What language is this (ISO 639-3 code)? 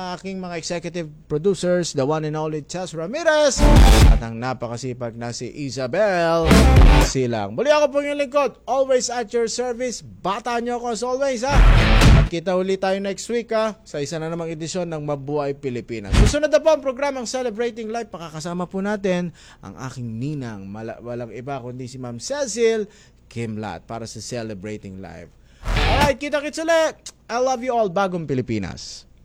fil